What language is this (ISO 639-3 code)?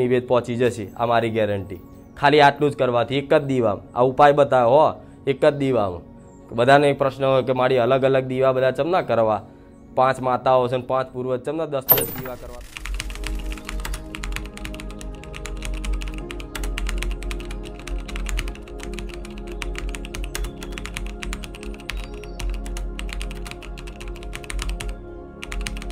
guj